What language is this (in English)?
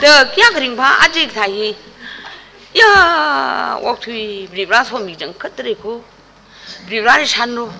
Tangkhul Naga (India)